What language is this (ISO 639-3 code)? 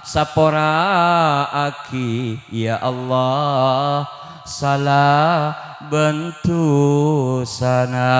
mad